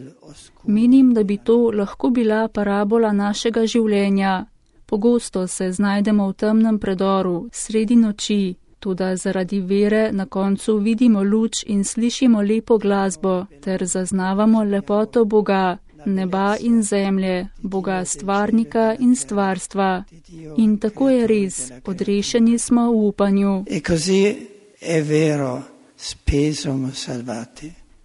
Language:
Slovenian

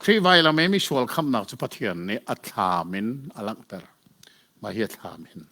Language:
Hakha Chin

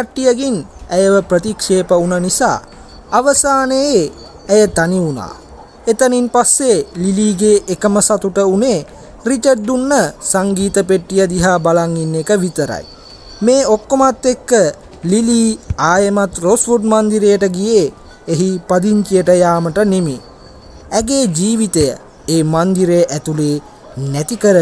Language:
Sinhala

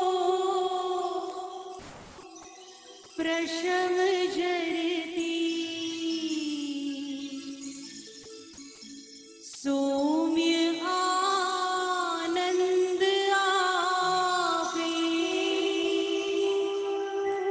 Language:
Gujarati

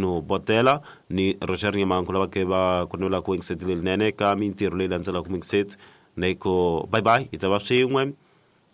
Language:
Tsonga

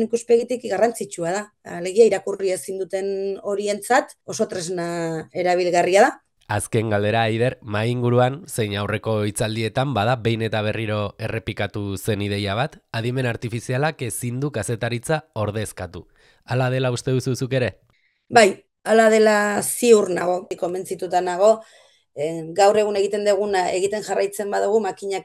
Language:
Basque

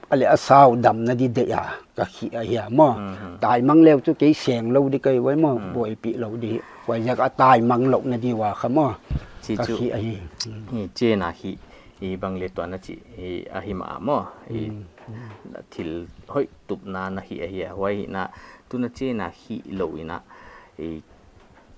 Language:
Paite Chin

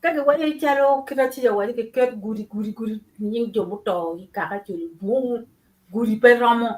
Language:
Acoli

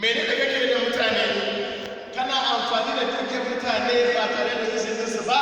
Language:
Hausa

